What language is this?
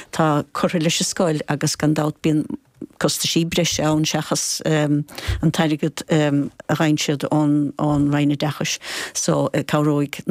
Irish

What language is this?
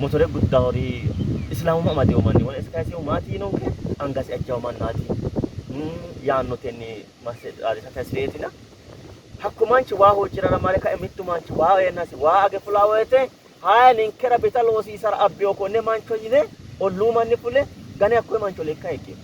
Sidamo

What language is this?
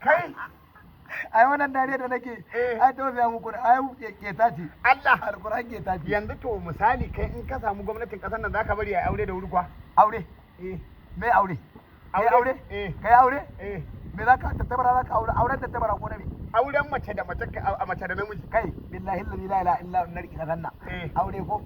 Hausa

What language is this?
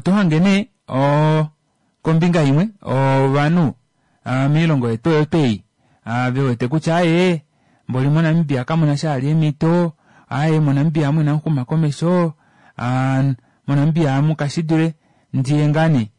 Kuanyama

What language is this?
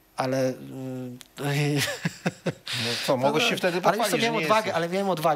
Polish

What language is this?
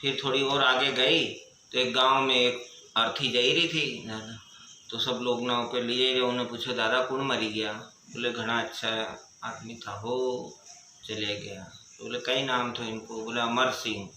Rajasthani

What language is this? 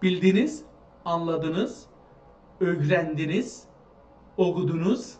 South Azerbaijani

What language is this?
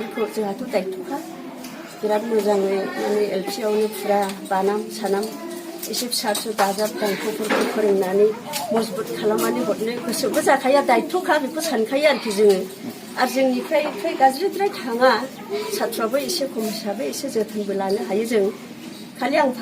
Bodo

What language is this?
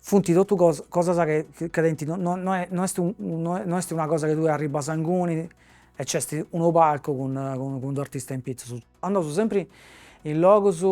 Sardinian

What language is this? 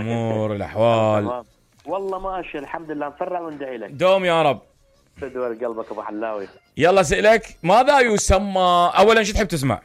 Mesopotamian Arabic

